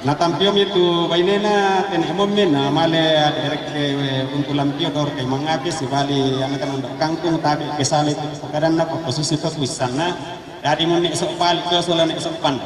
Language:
Toraja-Sa'dan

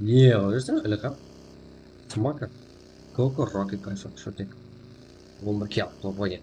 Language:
Kara-Kalpak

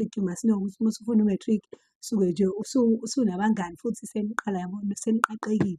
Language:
Zulu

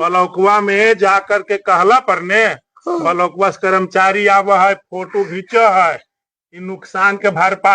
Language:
Magahi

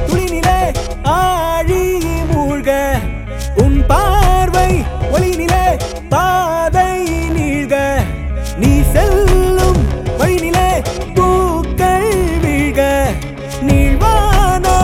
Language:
Tamil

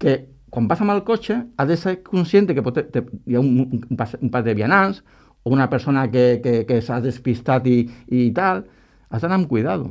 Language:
Catalan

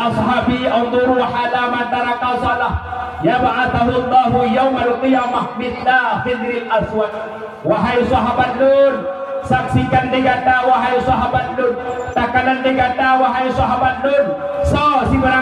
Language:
Achinese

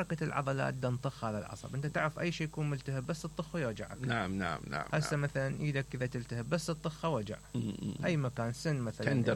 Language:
Mesopotamian Arabic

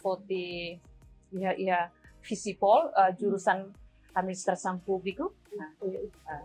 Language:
Tetum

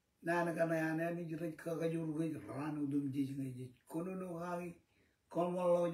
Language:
Marshallese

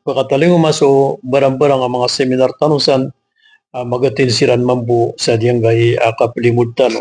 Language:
Maranao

